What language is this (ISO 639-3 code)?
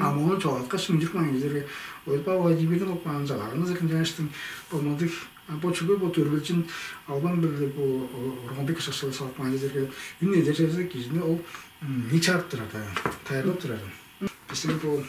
tyv